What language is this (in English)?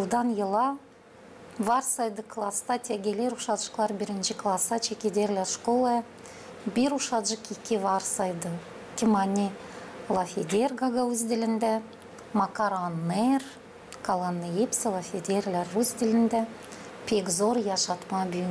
Gagauz